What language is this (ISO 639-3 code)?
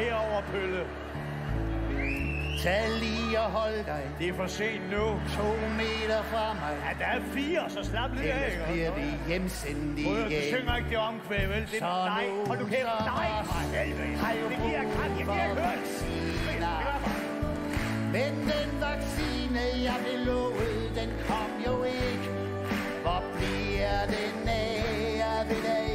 dan